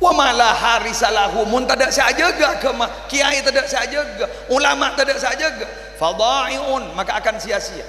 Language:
Madurese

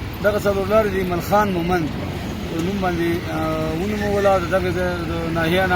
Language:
Pashto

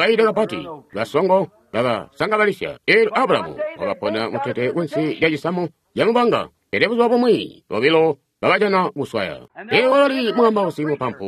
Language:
Tonga (Zambia)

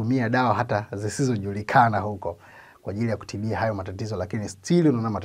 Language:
Swahili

